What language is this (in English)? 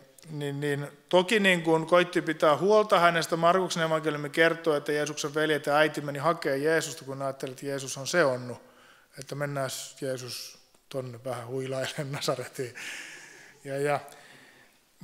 Finnish